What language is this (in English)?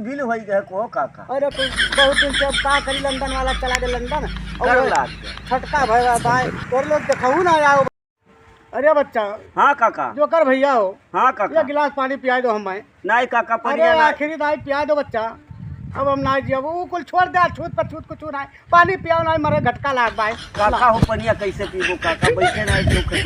Awadhi